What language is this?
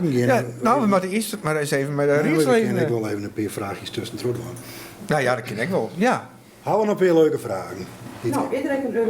Western Frisian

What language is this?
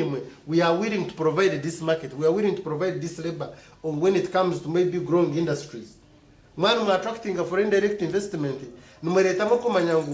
Nyankole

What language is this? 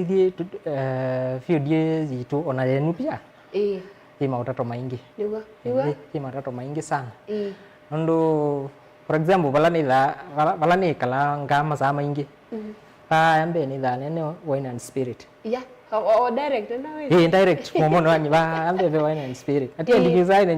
Kamba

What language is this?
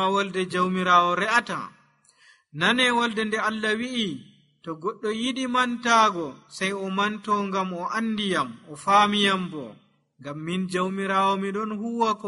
Nigerian Fulfulde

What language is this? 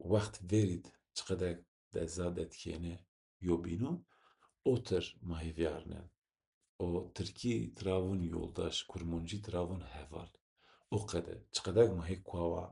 Zaza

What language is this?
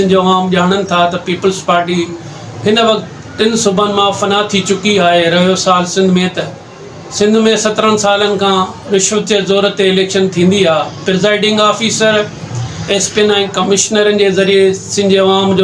Sindhi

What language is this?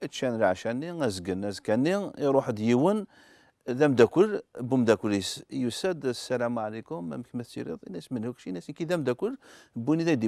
Kabyle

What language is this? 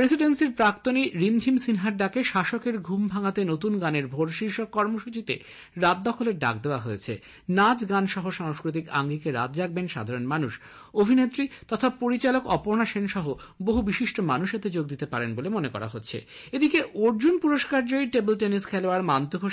Bangla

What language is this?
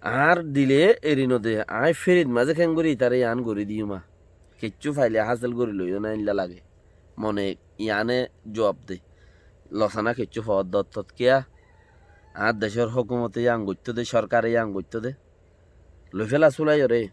Rohingya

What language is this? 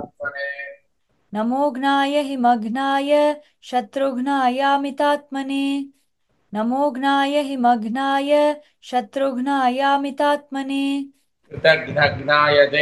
Sanskrit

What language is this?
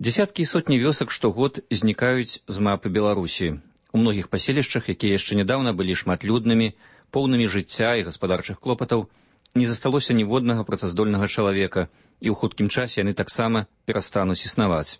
Belarusian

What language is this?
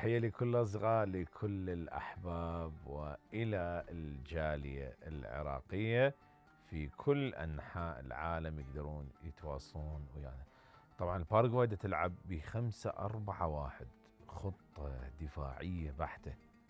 Mesopotamian Arabic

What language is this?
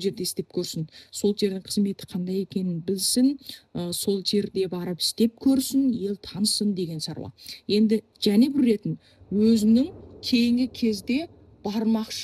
Kazakh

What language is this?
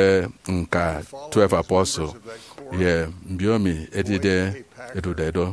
Efik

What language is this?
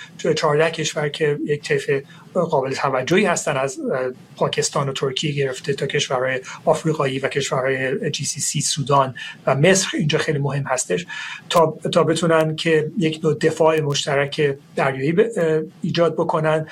Persian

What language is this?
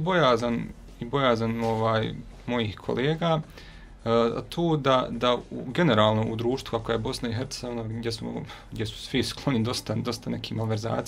Bosnian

